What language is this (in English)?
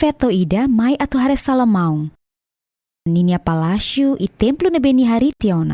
Tetum